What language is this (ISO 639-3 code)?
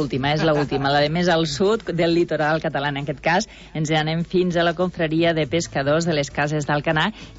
cat